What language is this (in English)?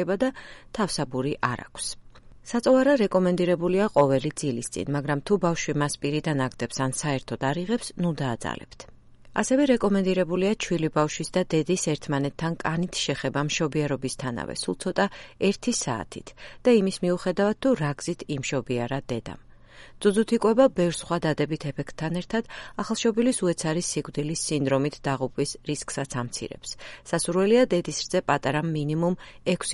Georgian